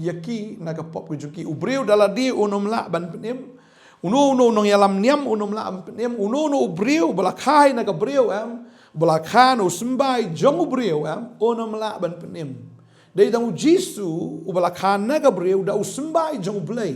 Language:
Khasi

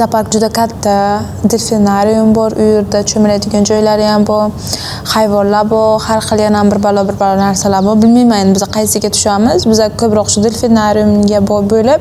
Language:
Uzbek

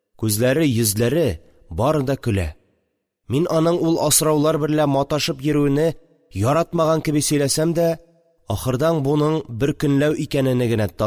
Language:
Tatar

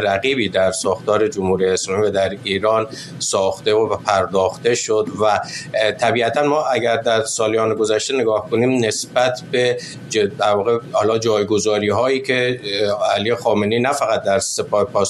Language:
Persian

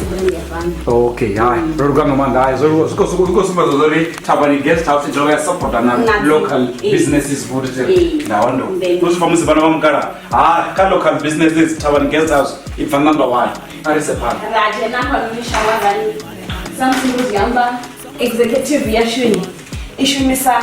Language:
Venda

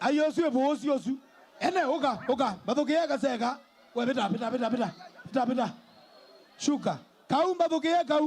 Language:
Kamba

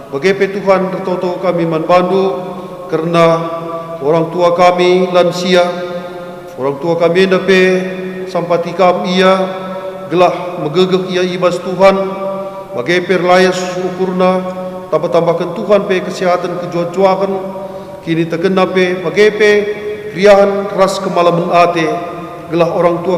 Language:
Batak Karo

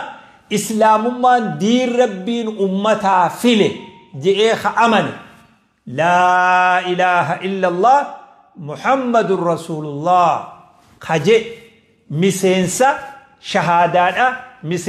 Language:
Oromo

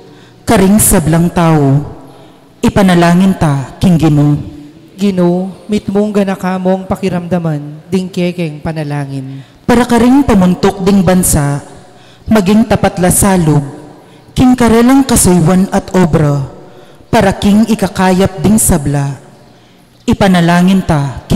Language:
Pampanga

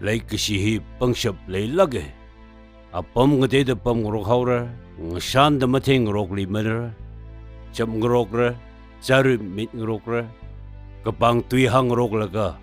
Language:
Tangkhul Naga (India)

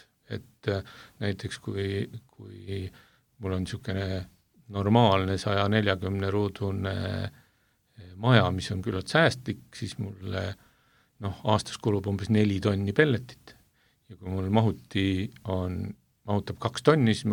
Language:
Estonian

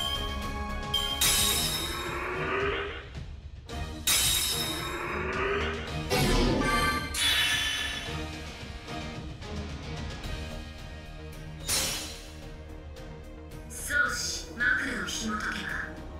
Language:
Japanese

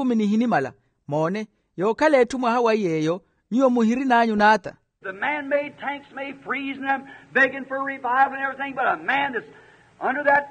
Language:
Makhuwa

